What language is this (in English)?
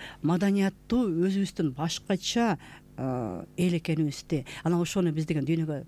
Kyrgyz